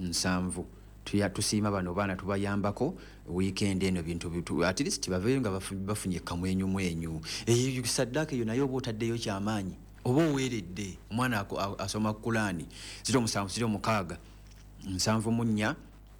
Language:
Ganda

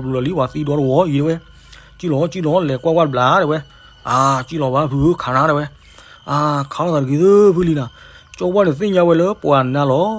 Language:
S'gaw Karen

